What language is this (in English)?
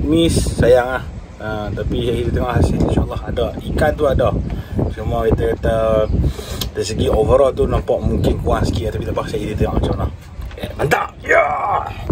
Malay